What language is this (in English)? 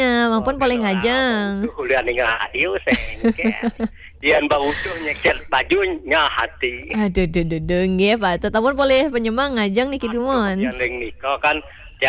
Balinese